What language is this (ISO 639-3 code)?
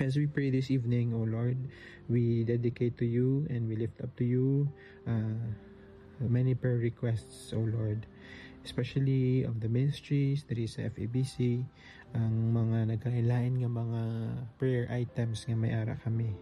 hil